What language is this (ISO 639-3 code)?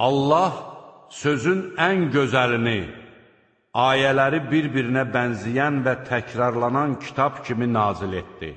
aze